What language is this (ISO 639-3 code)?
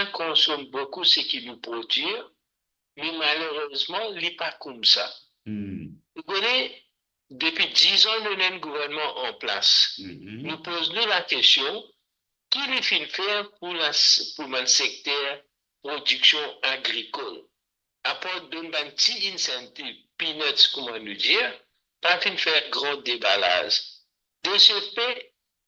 mfe